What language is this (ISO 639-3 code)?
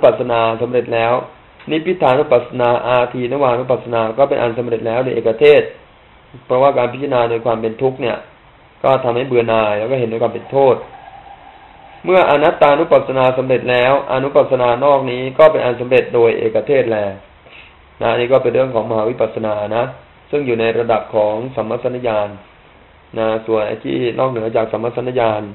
tha